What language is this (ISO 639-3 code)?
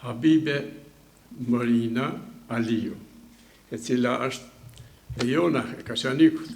sqi